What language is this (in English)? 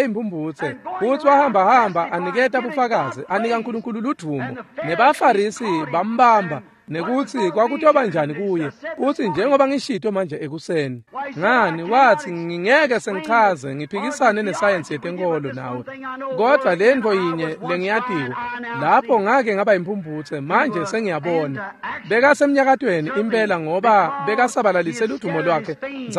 Swati